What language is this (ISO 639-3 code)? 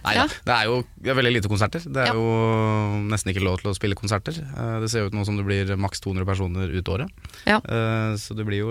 nor